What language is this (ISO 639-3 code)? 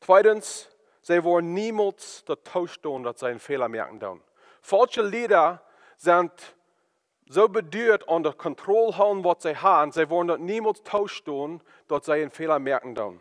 pdt